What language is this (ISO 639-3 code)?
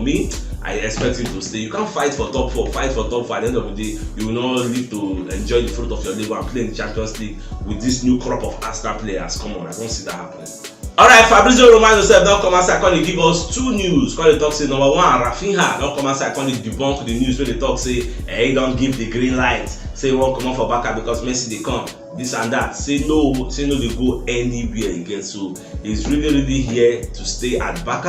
pcm